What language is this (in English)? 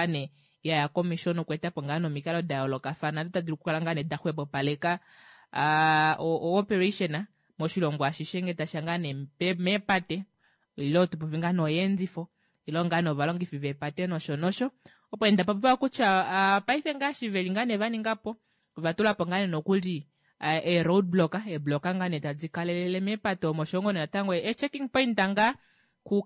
Kuanyama